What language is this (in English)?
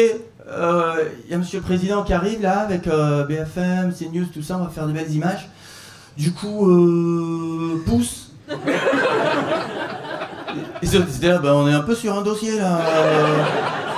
French